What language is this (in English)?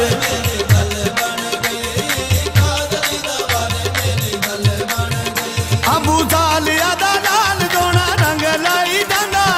Punjabi